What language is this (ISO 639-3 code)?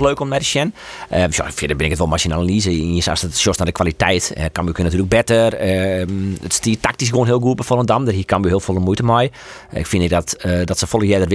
fry